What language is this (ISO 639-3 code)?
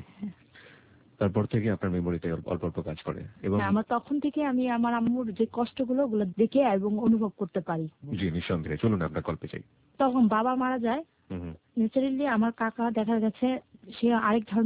ben